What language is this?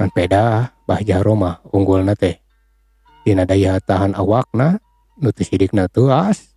Sundanese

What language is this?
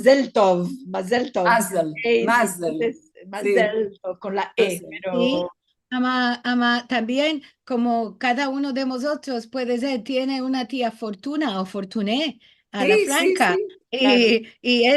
Ladino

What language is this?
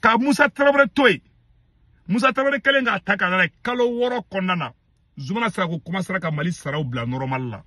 Bambara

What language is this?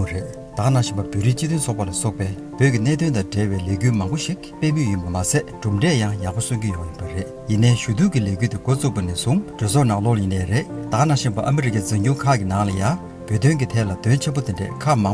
Tibetan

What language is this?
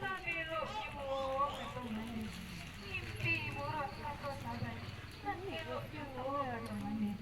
Minangkabau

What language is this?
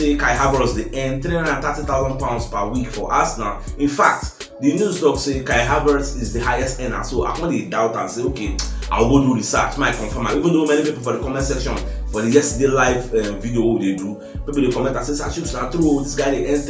Nigerian Pidgin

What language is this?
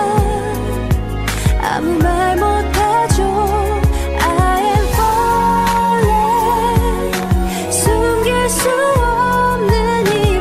Korean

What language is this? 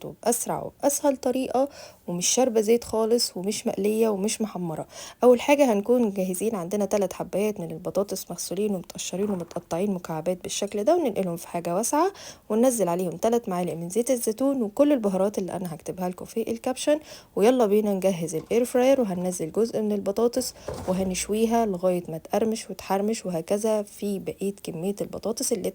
Egyptian Arabic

